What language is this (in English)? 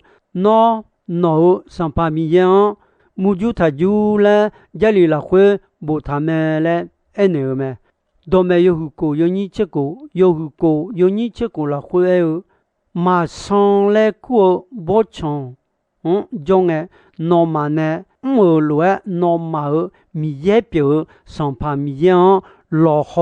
Akha